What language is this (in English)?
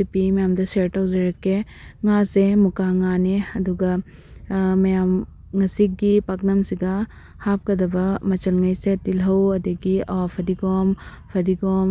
Manipuri